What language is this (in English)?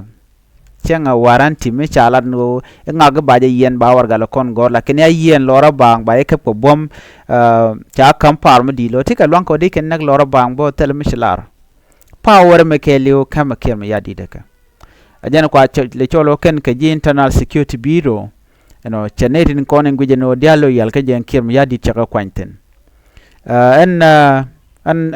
Nuer